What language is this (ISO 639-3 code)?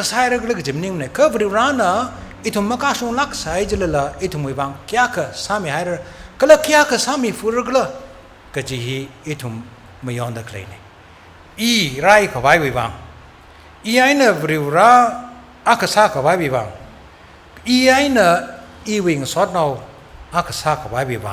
nmf